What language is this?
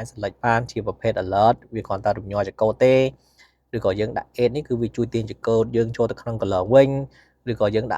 Khmer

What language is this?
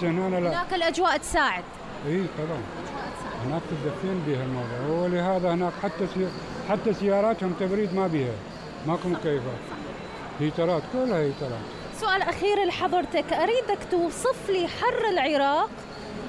Mesopotamian Arabic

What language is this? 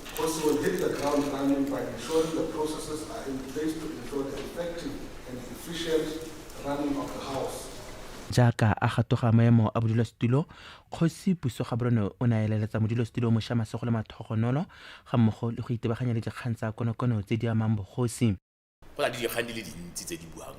Tswana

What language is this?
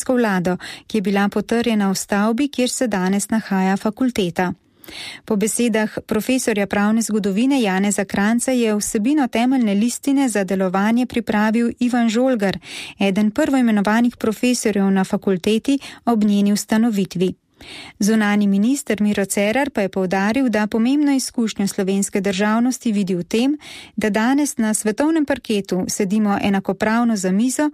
Slovenian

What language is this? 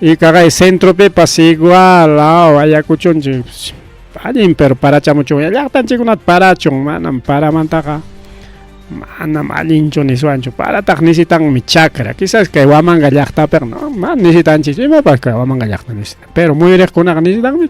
Ayacucho Quechua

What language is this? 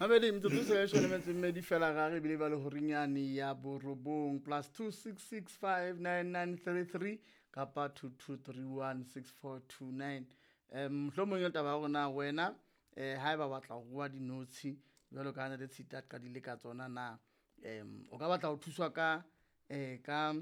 Southern Sotho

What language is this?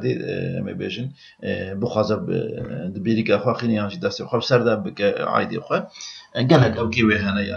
Kurdish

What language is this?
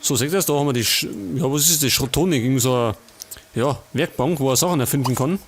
Bavarian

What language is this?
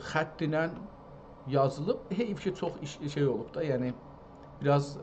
South Azerbaijani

